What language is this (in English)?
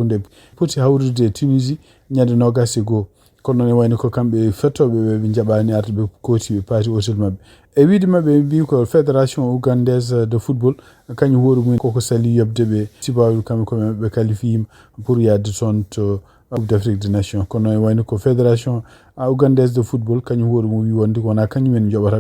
Fula